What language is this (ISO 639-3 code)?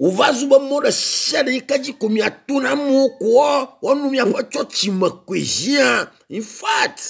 ewe